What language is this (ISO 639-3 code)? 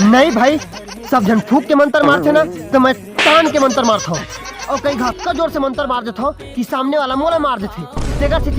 hne